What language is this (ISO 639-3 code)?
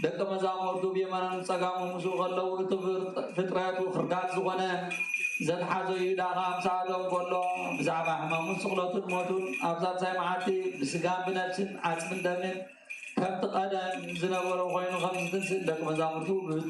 tir